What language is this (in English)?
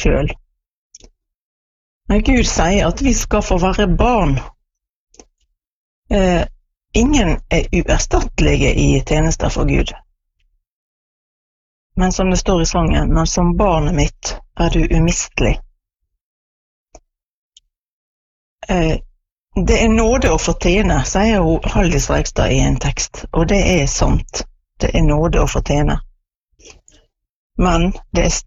Norwegian